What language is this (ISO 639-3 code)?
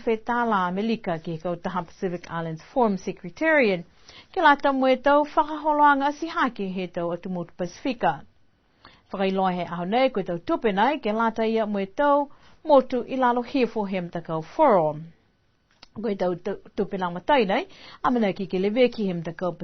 niu